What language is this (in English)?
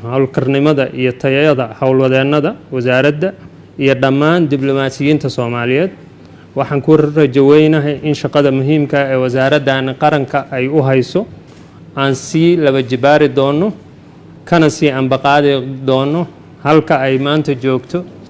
Somali